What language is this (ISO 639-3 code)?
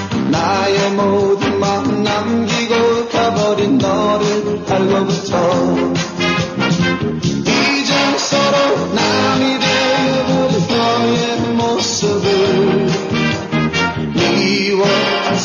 kor